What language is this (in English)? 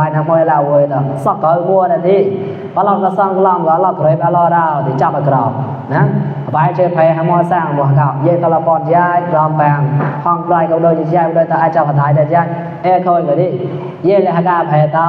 Mon